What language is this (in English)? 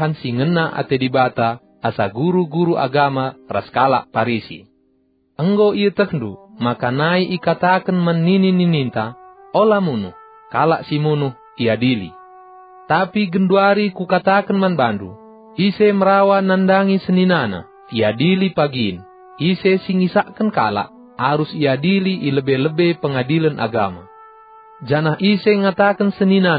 Batak Karo